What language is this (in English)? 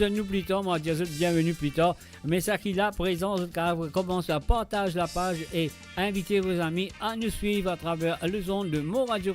Morisyen